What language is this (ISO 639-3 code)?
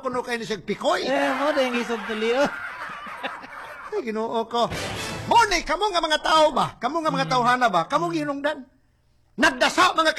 ceb